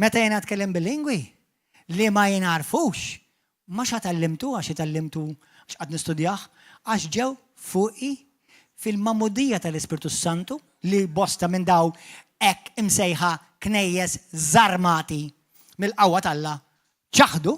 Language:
Maltese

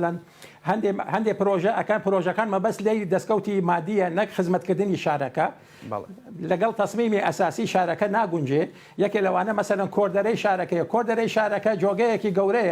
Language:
Central Kurdish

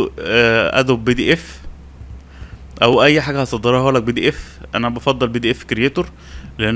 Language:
Egyptian Arabic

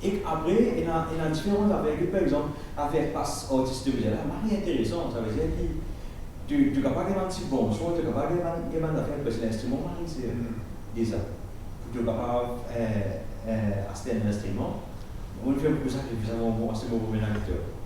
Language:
Morisyen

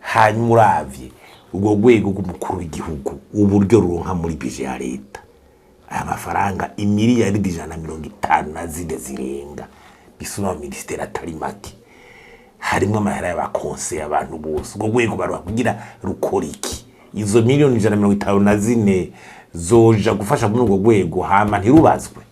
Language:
Rundi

